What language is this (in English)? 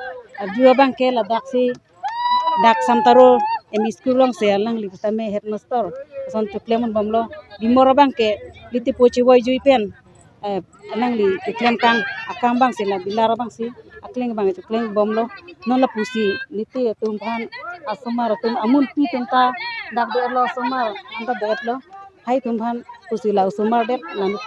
Karbi